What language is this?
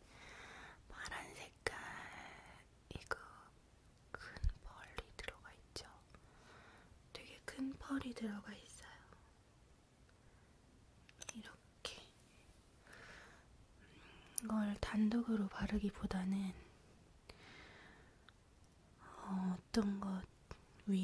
Korean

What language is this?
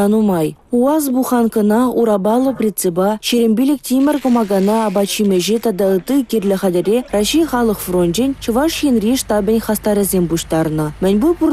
Chuvash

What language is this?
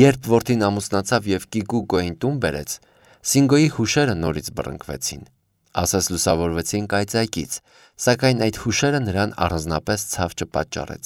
Armenian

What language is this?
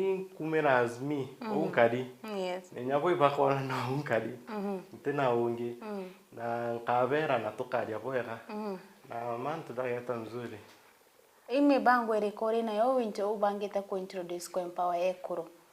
Meru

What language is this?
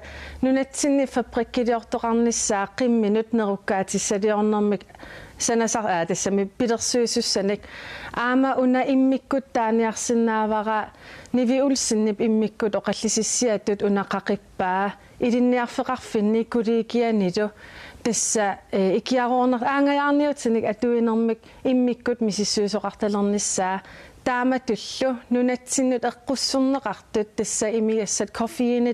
Kalaallisut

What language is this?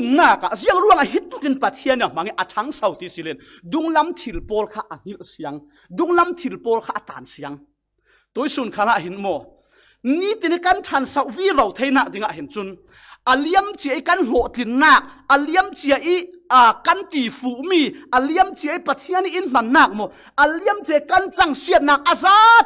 Falam Chin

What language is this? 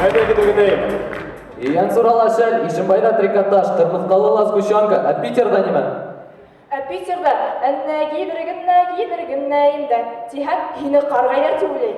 Bashkir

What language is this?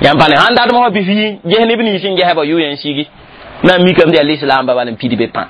Mossi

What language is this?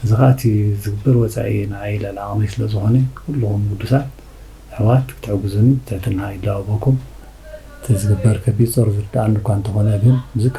Tigrinya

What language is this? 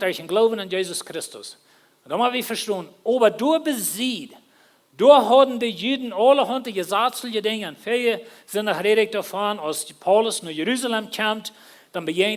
Plautdietsch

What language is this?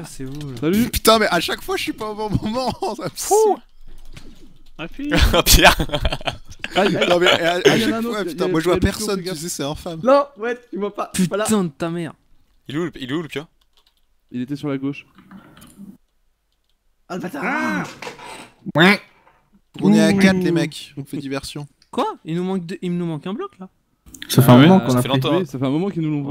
French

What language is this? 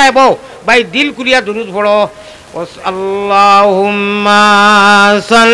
Sylheti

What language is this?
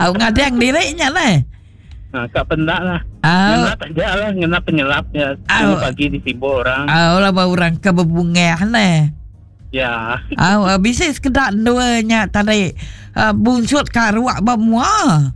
Iban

